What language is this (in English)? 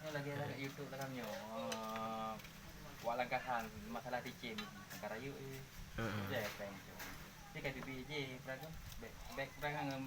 Achinese